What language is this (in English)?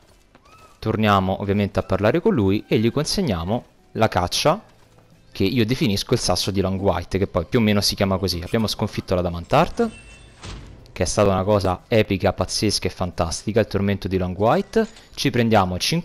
Italian